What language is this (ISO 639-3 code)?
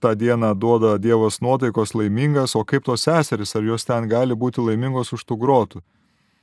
lit